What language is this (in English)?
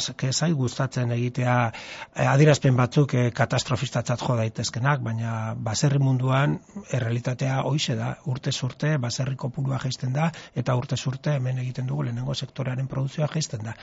Basque